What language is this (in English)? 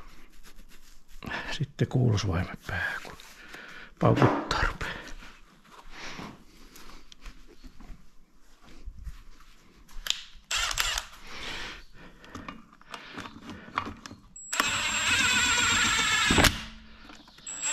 Finnish